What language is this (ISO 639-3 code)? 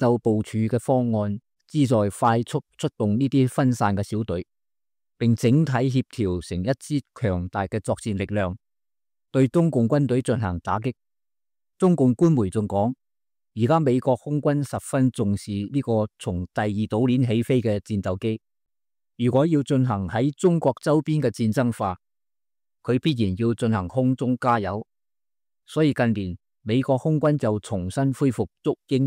yue